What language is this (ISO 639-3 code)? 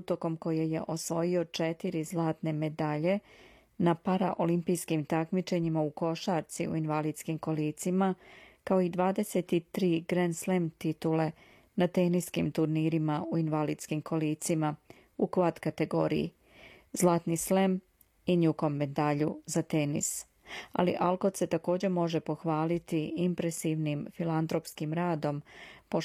srp